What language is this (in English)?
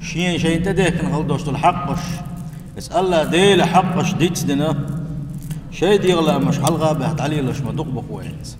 Chechen